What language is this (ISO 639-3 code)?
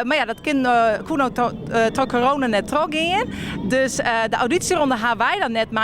fry